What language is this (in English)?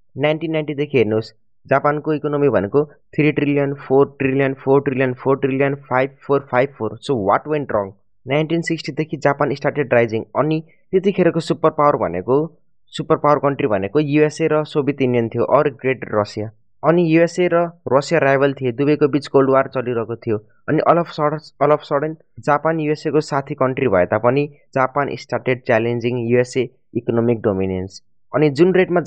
Nepali